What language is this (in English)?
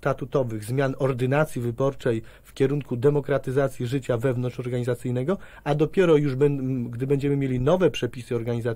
Polish